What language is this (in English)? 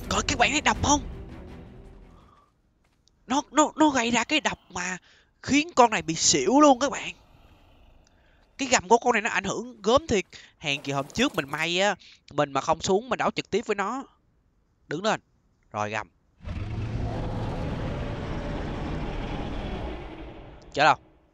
Vietnamese